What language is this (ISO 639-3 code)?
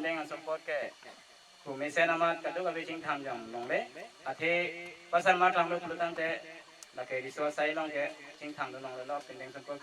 mjw